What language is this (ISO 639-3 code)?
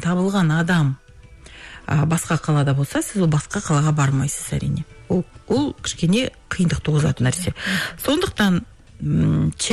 kaz